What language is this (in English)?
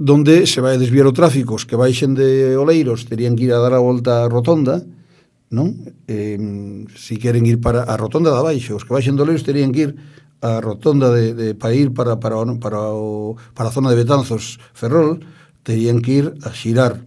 Galician